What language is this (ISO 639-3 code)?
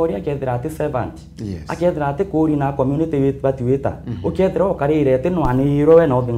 mer